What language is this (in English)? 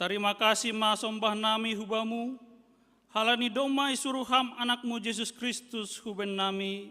Batak Simalungun